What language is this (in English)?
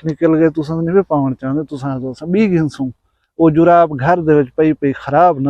Saraiki